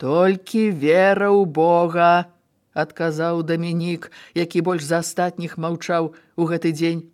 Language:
Belarusian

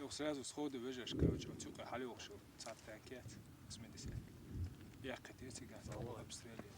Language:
Chechen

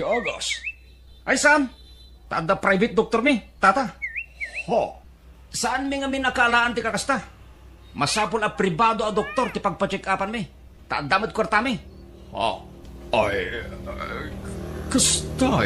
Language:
Iloko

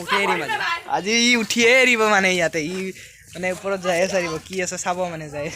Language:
Assamese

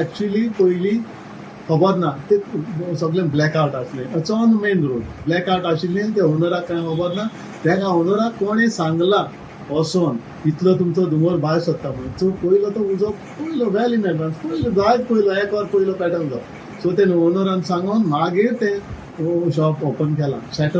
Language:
Konkani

